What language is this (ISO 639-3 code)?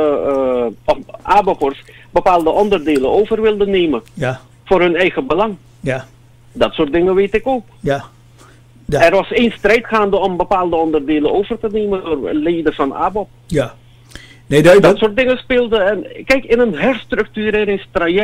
nld